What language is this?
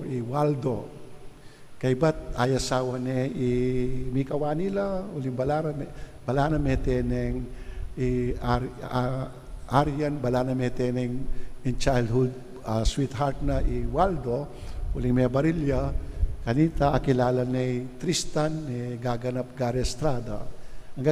Pampanga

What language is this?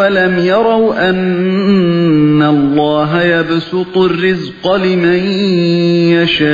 Uyghur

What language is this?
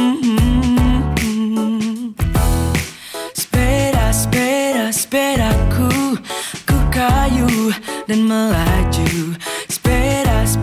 Indonesian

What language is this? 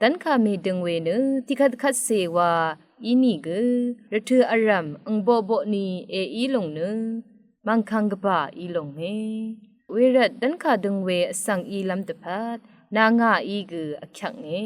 Rawang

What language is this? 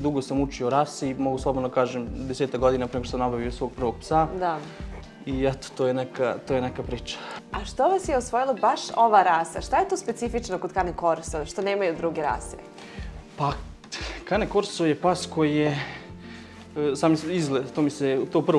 Serbian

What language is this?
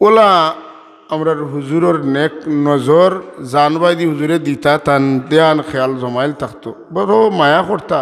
Sylheti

